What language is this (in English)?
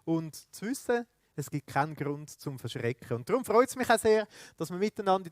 Swiss German